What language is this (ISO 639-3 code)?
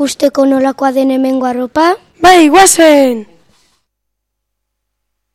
eus